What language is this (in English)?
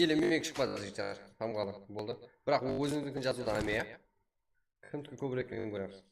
Kara-Kalpak